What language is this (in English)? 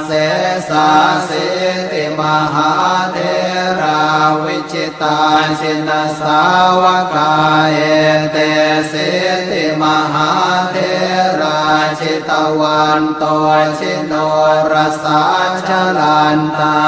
Pali